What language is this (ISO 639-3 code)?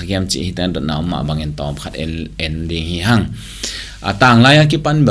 ctd